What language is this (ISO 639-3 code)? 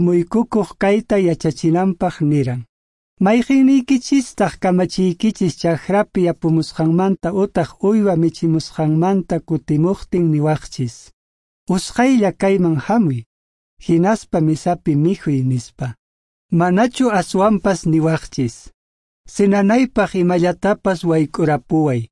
que